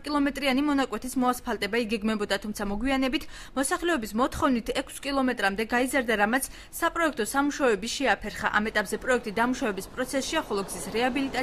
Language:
Georgian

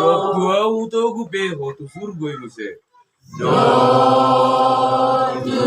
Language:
Batak Toba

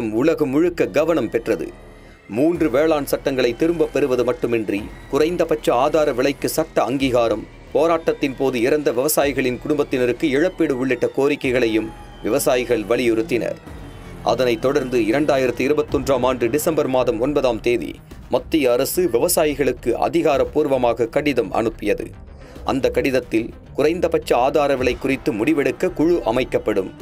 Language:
Tamil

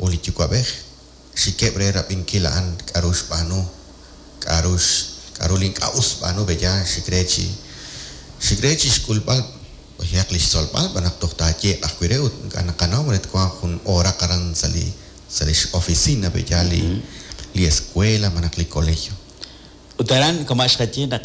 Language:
Kekchí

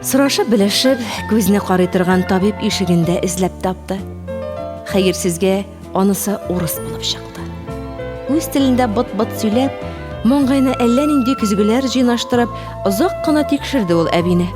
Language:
Tatar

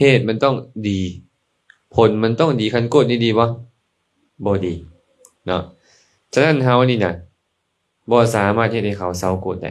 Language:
Lao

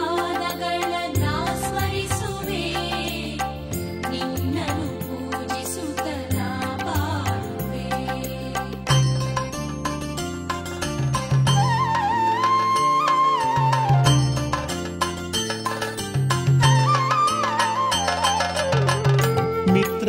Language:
Kannada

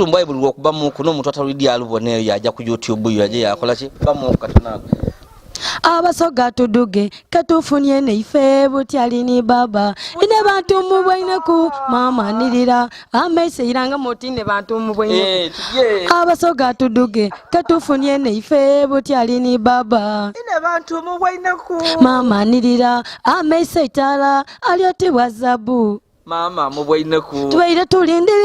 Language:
Soga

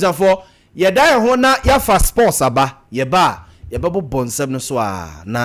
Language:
Akan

